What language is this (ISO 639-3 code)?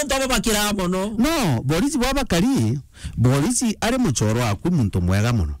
mer